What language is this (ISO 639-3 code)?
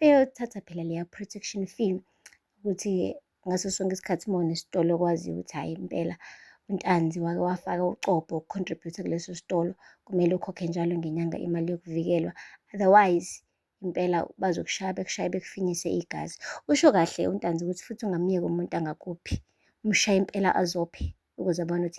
zul